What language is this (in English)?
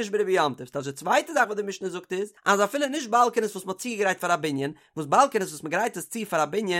Yiddish